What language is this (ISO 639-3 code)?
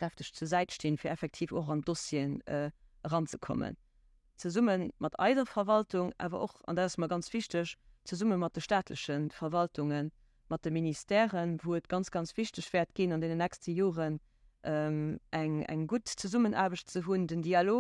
ltz